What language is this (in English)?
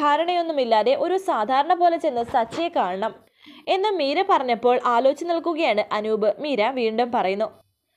Malayalam